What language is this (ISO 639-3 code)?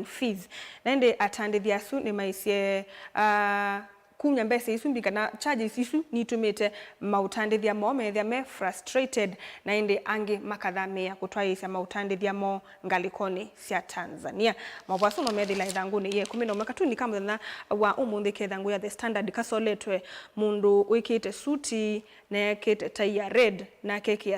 kam